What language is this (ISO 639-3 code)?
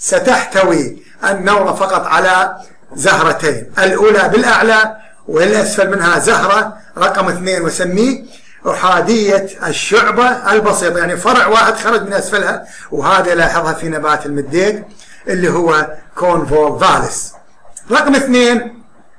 ara